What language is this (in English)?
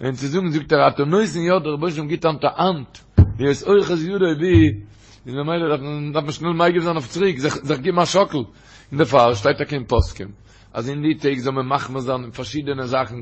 Yiddish